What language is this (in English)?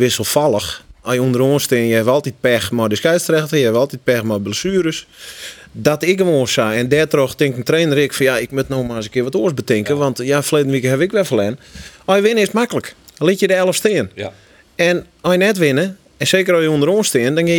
Western Frisian